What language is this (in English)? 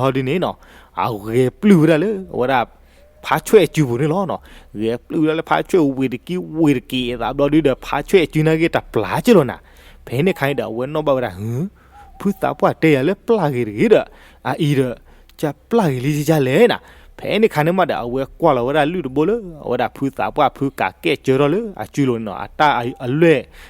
S'gaw Karen